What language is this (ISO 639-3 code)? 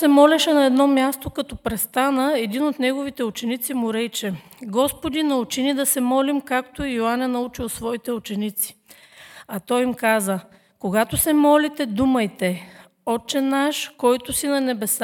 bul